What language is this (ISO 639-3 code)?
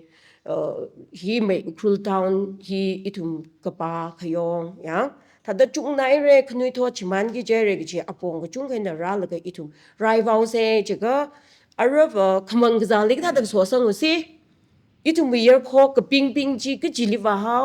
nmf